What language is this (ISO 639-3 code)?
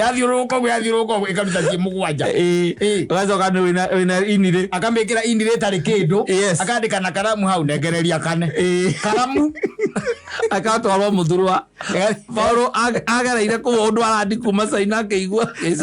kik